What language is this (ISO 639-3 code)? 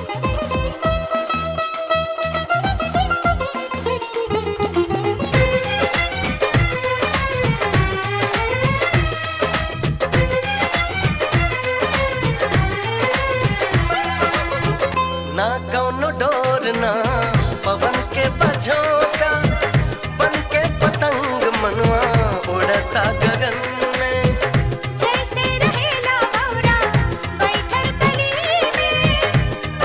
bho